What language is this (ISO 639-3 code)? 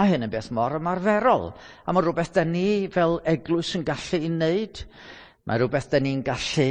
cym